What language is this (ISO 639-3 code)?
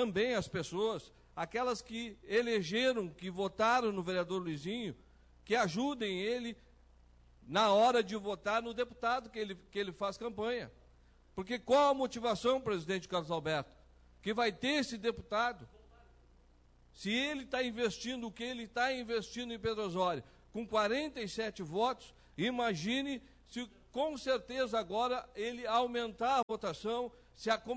por